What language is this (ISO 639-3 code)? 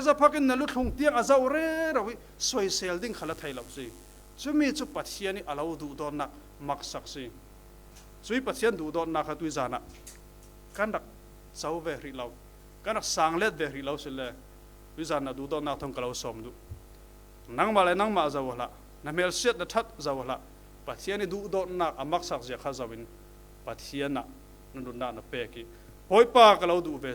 cfm